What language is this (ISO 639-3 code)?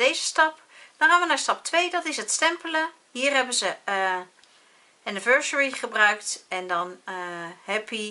nld